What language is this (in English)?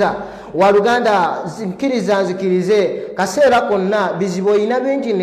Ganda